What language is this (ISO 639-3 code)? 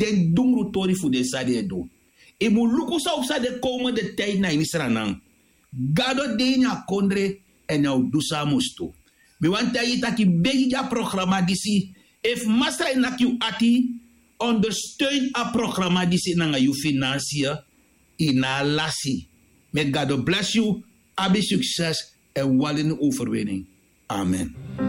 srn